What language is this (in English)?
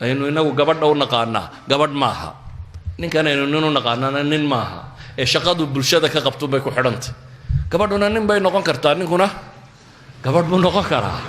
Somali